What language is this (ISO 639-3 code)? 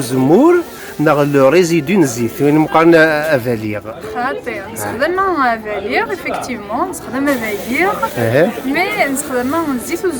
kab